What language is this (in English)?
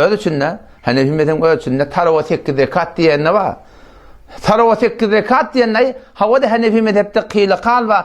Turkmen